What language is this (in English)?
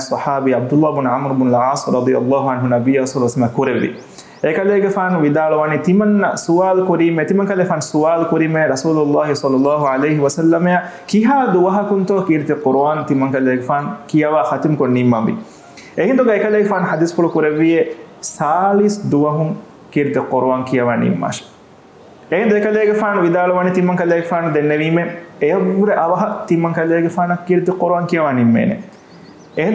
Divehi